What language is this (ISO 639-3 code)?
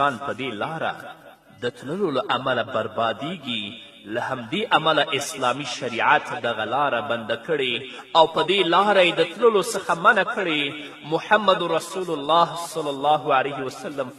pus